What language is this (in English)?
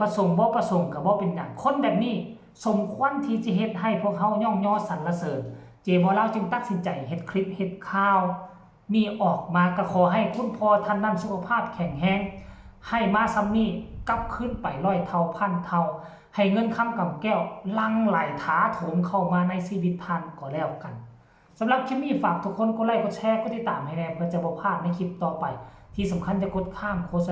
Northeastern Thai